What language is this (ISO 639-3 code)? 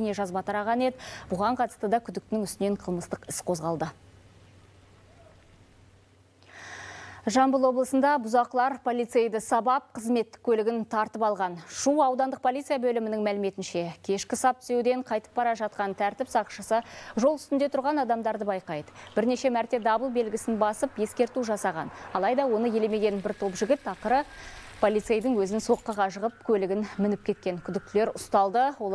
kaz